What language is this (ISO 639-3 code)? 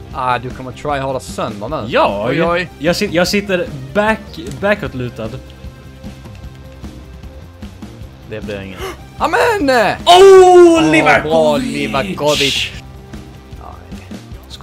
swe